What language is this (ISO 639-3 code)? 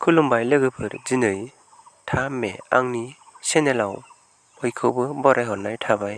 brx